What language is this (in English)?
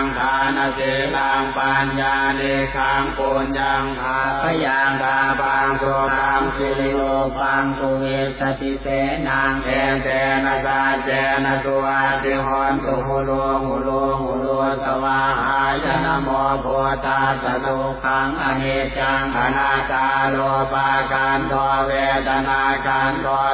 Pali